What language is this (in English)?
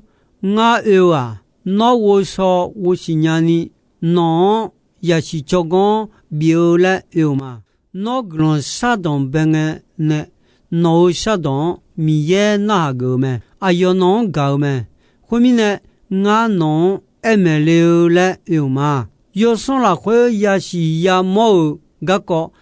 Akha